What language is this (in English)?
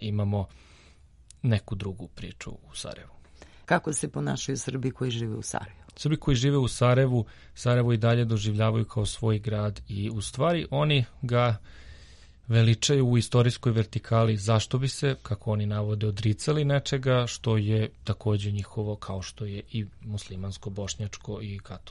Serbian